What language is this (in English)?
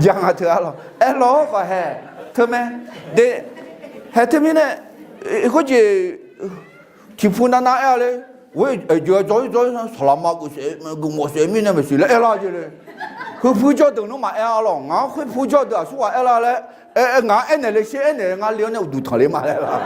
Akha